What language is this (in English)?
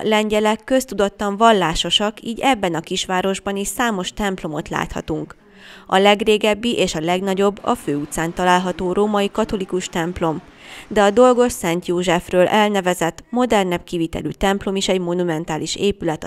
Hungarian